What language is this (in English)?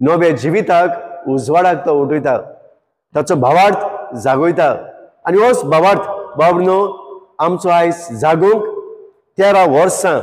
Konkani